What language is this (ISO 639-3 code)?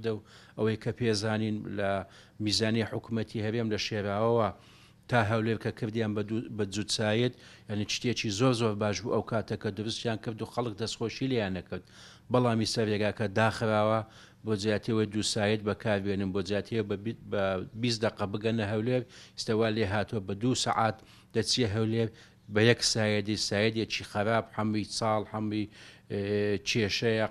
ckb